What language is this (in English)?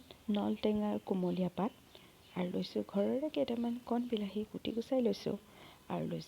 Assamese